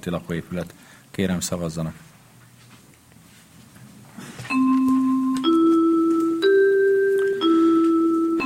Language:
Hungarian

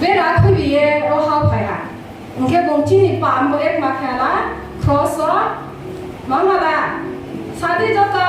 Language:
Riang (India)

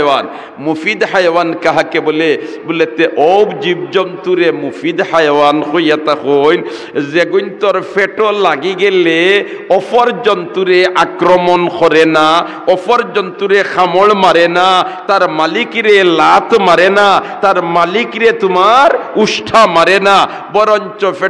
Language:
Sylheti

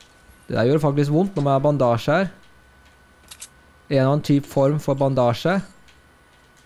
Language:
Norwegian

